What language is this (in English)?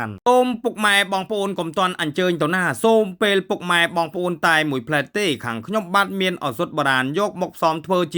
Khmer